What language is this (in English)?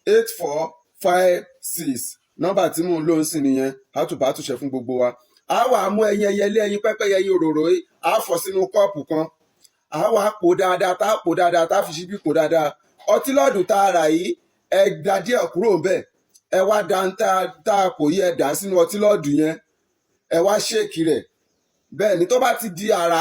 Yoruba